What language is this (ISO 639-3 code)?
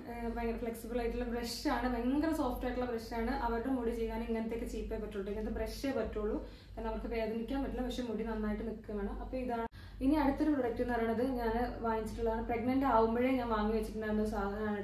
mal